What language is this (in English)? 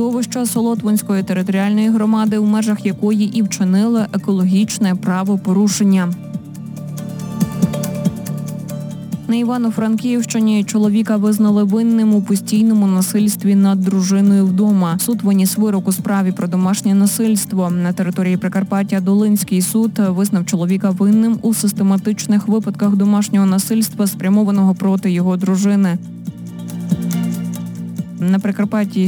Ukrainian